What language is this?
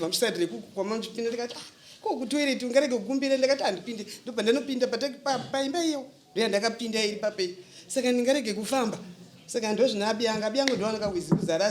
Shona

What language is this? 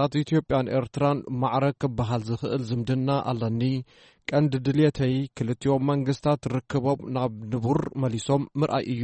Tigrinya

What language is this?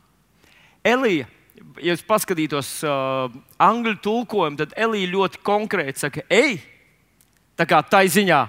Latvian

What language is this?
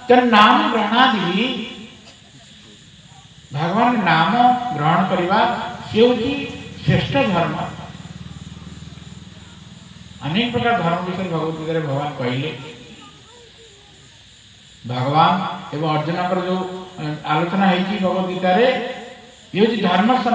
Odia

